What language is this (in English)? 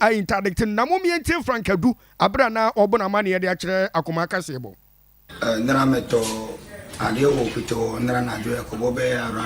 Akan